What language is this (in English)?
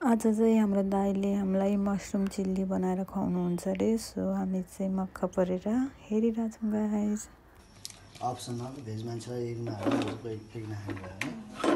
Nepali